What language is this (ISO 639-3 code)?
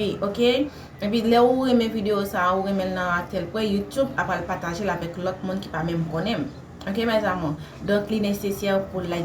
hat